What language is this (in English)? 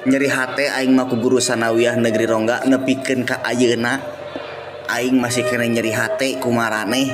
Sundanese